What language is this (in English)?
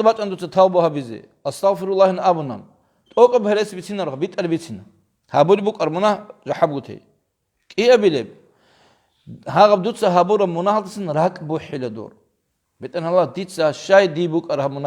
Avaric